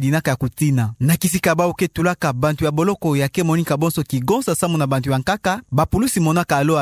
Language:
Kituba (Democratic Republic of Congo)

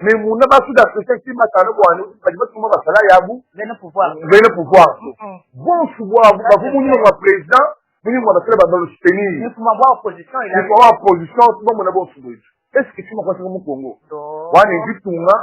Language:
Luba-Lulua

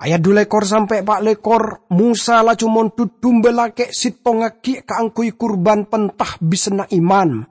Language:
Madurese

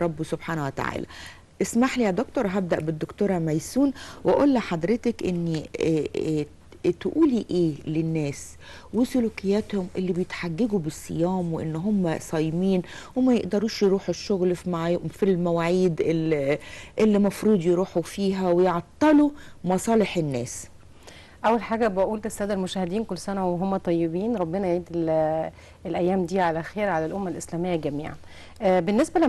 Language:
Egyptian Arabic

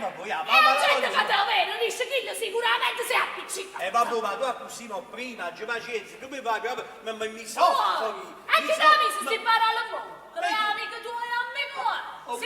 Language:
Neapolitan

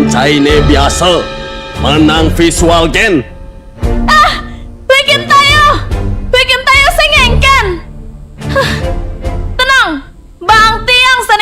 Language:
Balinese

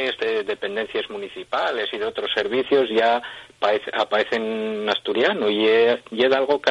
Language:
Asturian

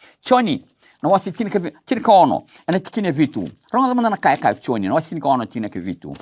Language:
Fijian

